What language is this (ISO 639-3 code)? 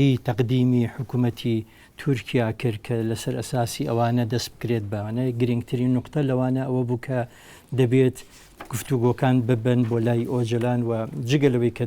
ckb